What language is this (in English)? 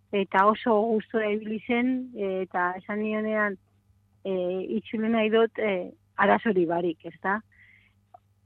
Basque